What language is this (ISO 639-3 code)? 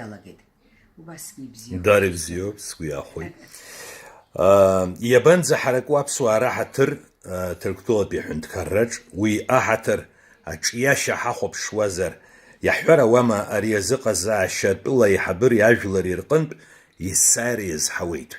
abk